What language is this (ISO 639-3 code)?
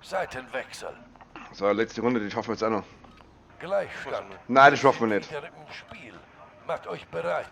bar